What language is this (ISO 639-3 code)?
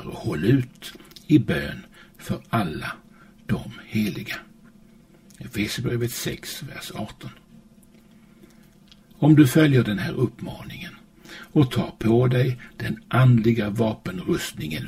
swe